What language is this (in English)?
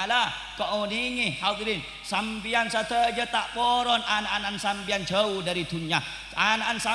Madurese